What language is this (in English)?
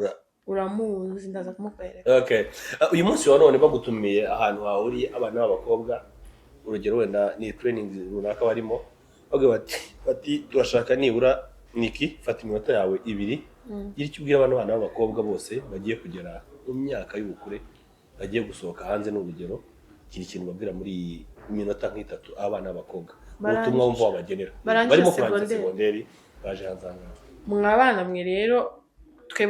Kinyarwanda